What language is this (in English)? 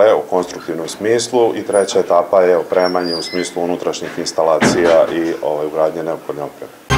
Serbian